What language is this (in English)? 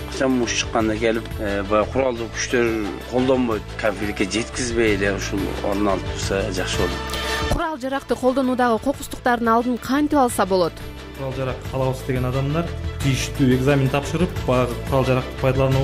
Kyrgyz